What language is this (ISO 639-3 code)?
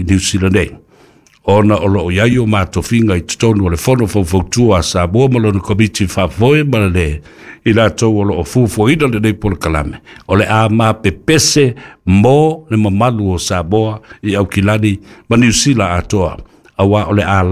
smo